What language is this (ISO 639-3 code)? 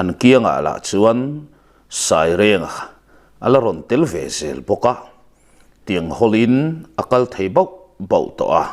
lus